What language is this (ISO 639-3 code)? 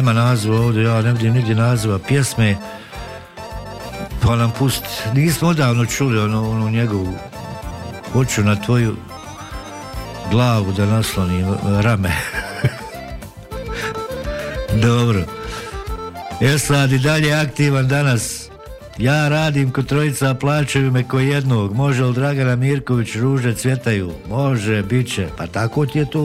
bos